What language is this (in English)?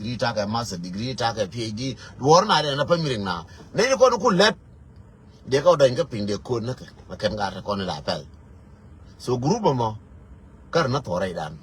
Nuer